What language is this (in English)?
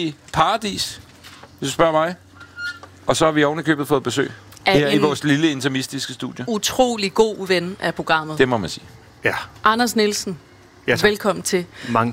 Danish